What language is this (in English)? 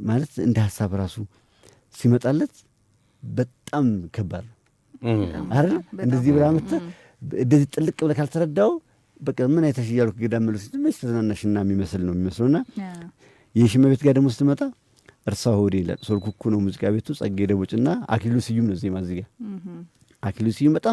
Amharic